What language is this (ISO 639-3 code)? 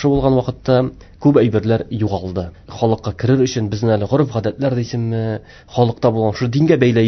tat